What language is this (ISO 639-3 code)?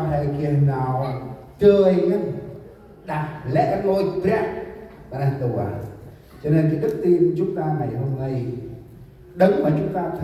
cmo